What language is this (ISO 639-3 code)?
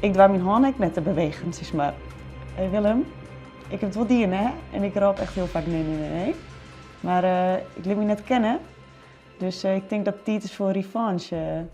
fry